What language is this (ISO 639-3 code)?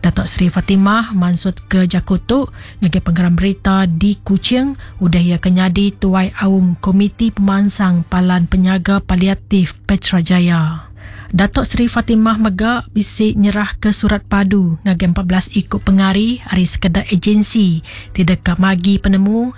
iba